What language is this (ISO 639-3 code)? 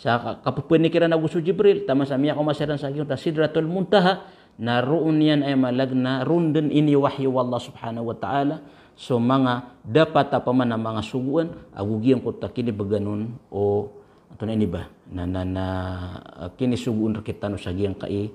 mrw